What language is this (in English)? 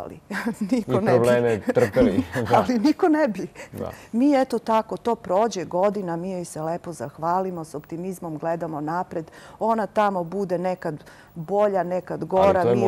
Serbian